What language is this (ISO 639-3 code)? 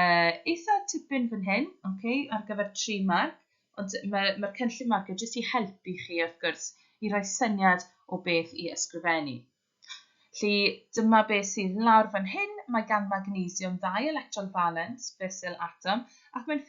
cym